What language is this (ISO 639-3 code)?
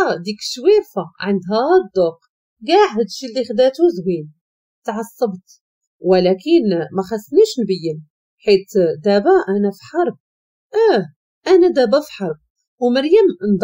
ary